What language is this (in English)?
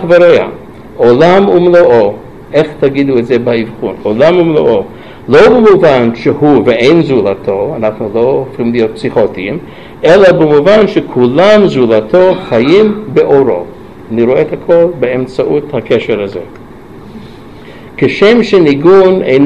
Hebrew